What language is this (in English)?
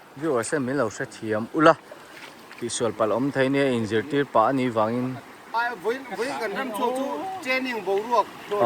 Mizo